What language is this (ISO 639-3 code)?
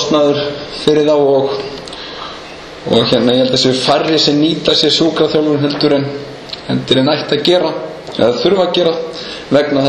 isl